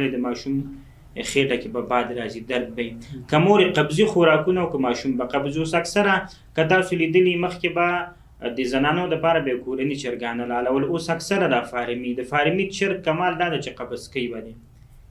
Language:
Pashto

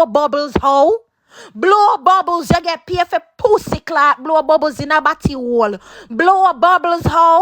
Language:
Jamaican Creole English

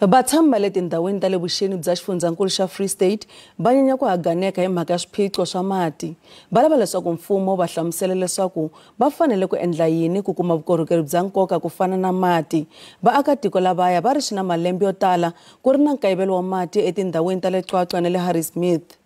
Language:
Tsonga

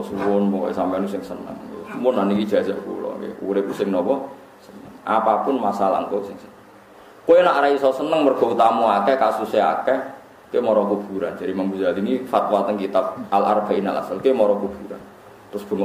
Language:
Javanese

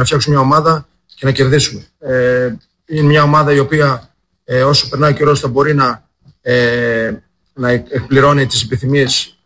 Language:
Greek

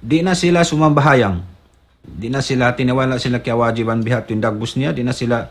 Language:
Tausug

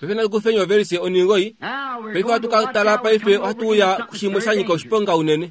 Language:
Kuanyama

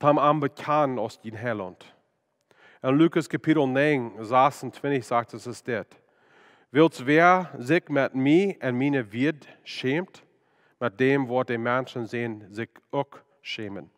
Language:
Plautdietsch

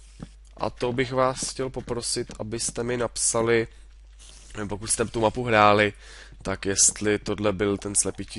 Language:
Czech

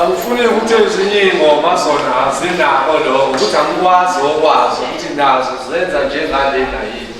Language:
Zulu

